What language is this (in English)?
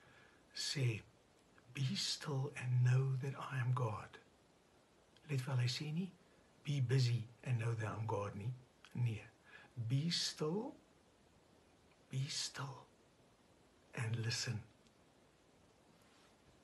Afrikaans